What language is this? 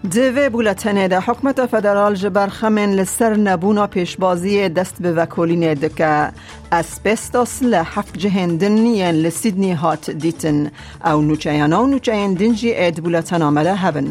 Kurdish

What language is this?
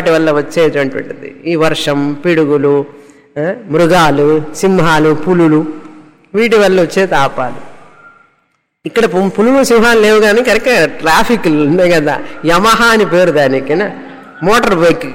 Telugu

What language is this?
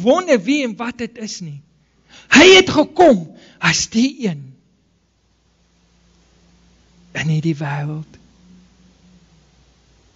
Afrikaans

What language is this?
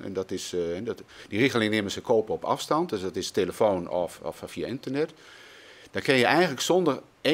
Western Frisian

